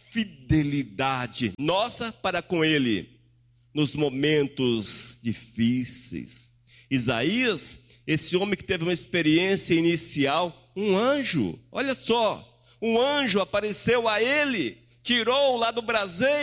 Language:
Portuguese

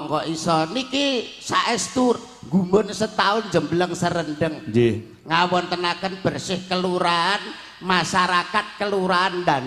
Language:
Javanese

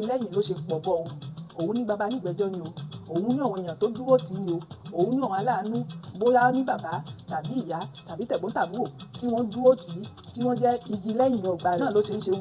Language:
Yoruba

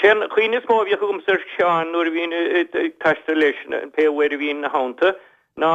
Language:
Irish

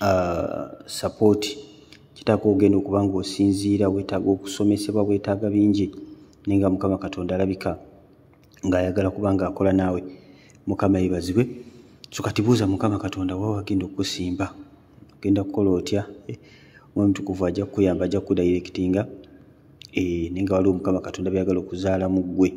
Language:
Ganda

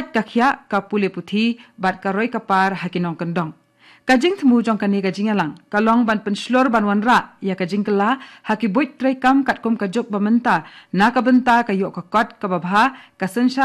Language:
Khasi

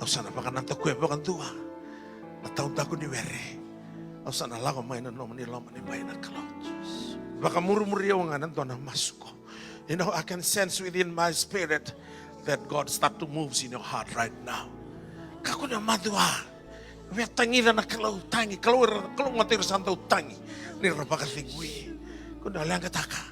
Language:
Fijian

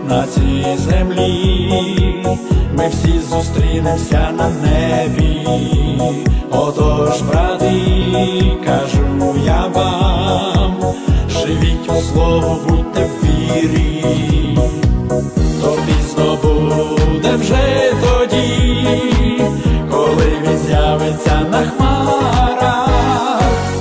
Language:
Ukrainian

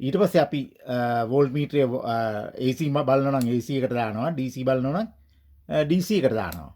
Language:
Sinhala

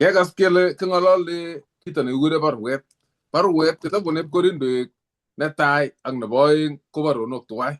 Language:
Kalenjin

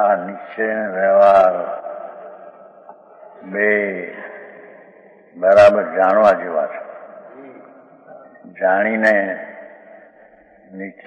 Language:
Gujarati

